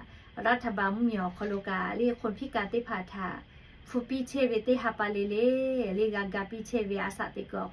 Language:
Lahu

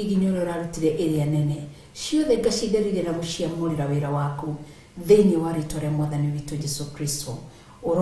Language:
Kikuyu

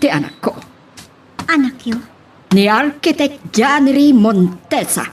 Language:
Iloko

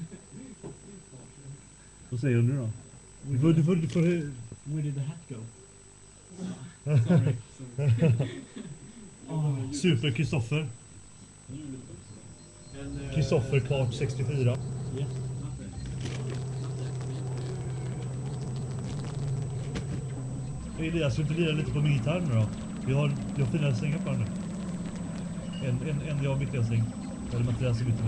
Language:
Swedish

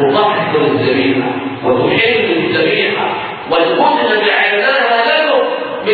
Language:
Arabic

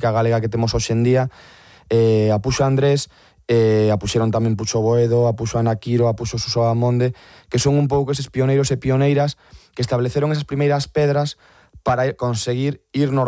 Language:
Galician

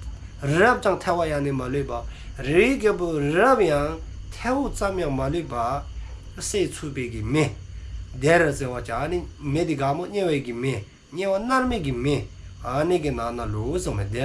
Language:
Dzongkha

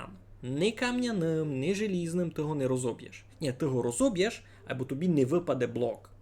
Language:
Rusyn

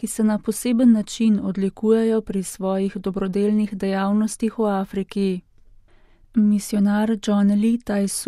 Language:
Slovenian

